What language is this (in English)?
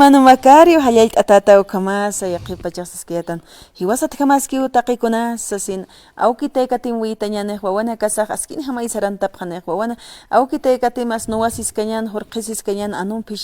Aymara